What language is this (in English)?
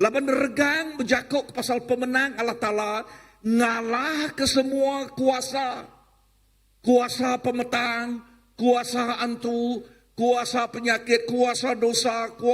Iban